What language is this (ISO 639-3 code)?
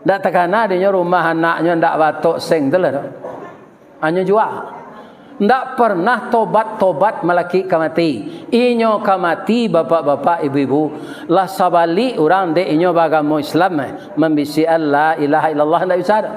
min